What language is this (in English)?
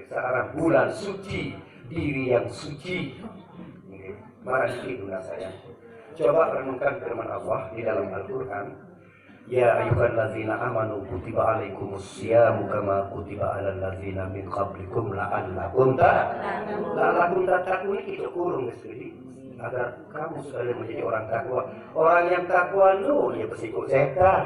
Sasak